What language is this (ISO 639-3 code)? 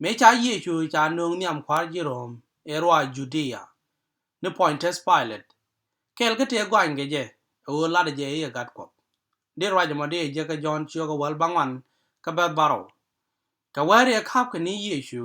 nus